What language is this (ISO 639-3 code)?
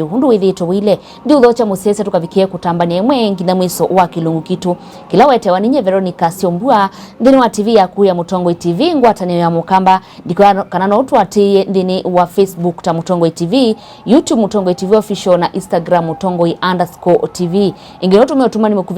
kam